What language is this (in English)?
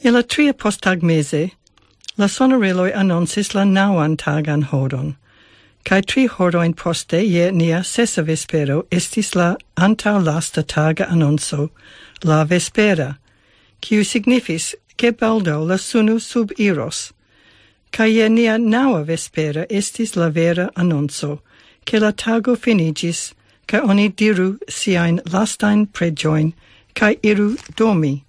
Esperanto